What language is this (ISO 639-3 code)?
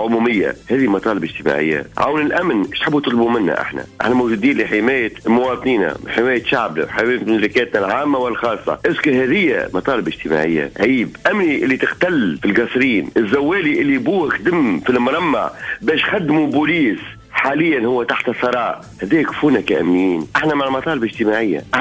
aeb